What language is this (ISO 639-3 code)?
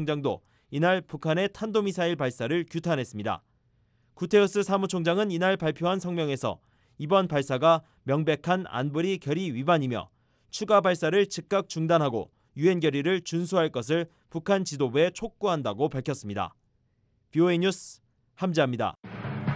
kor